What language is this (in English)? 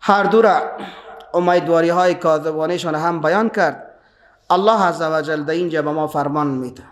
Persian